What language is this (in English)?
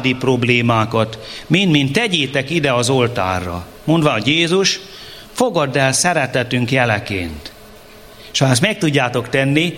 Hungarian